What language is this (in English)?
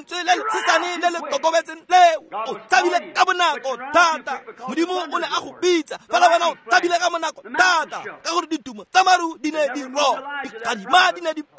Tswana